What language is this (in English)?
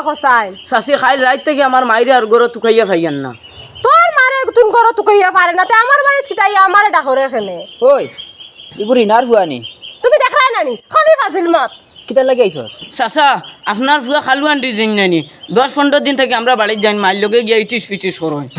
Sylheti